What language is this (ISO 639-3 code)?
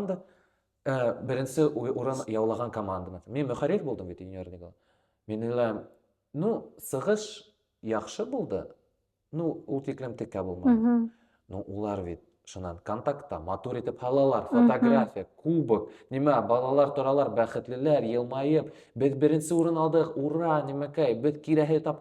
bak